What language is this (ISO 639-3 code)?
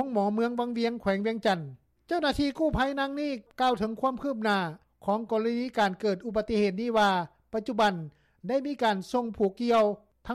lao